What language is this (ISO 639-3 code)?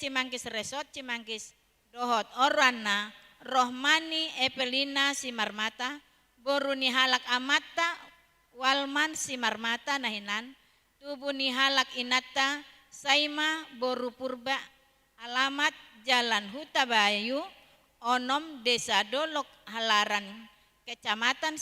bbc